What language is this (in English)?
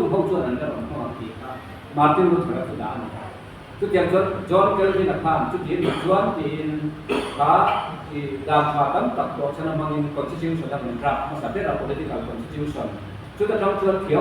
Mizo